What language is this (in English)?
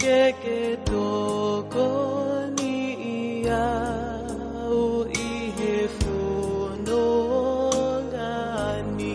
Tongan